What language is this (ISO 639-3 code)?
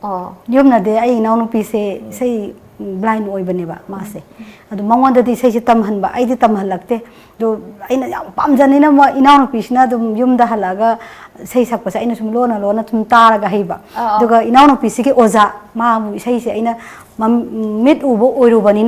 mni